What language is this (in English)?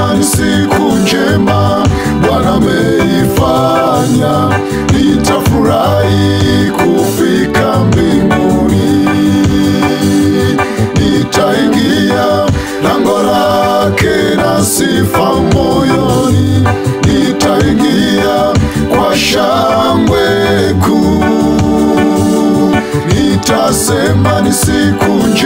Swahili